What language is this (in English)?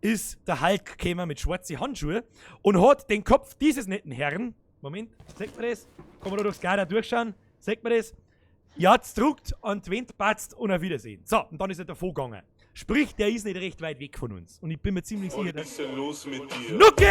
Bavarian